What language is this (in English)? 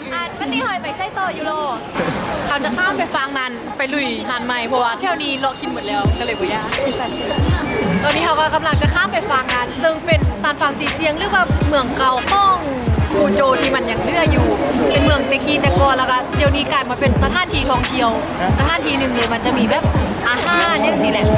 Lao